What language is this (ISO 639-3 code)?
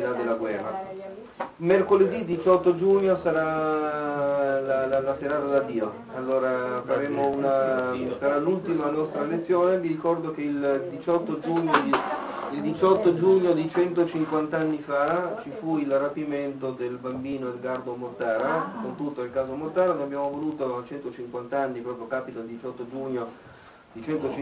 ita